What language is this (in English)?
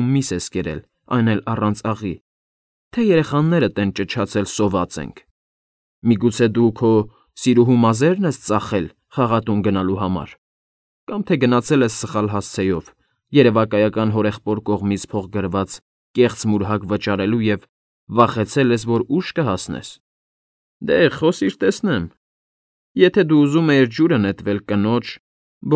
Armenian